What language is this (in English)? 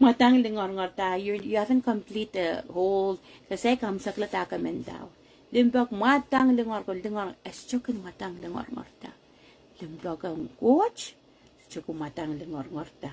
Pohnpeian